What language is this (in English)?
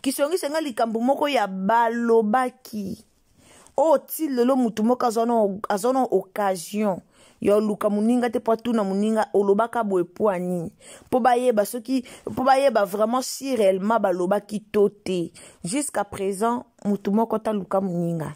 Lingala